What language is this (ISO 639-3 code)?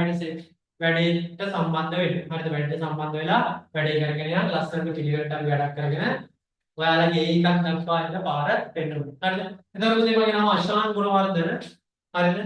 sin